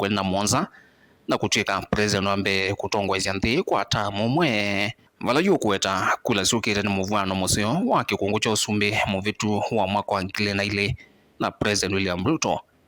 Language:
Kamba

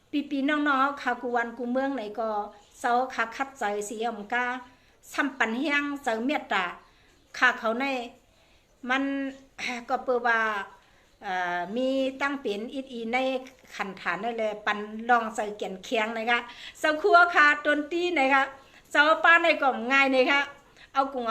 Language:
Shan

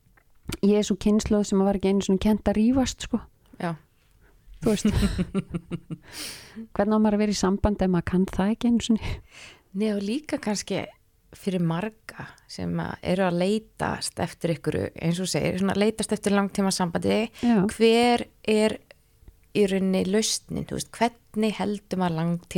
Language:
Icelandic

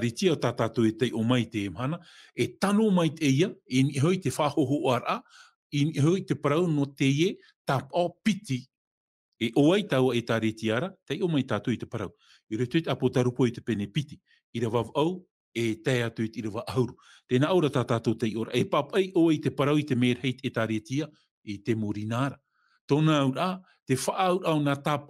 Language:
Tahitian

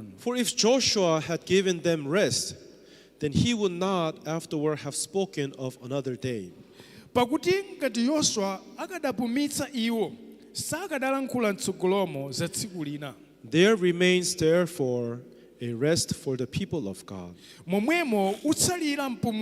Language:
Nyanja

